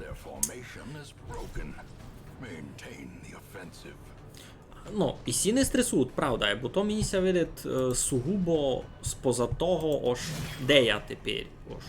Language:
Rusyn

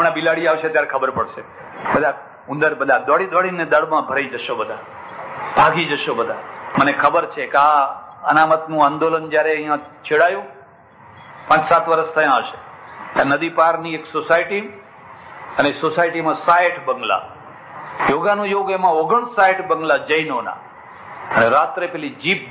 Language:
Gujarati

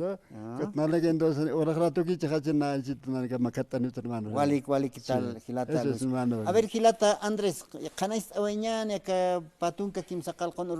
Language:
Aymara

